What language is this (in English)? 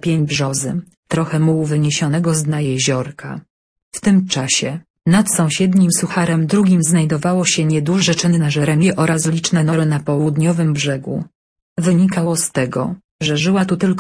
Polish